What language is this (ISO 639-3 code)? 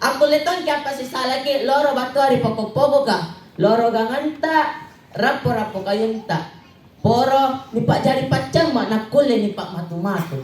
mak